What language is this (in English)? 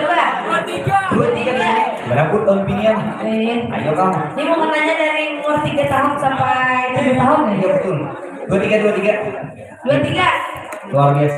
Banjar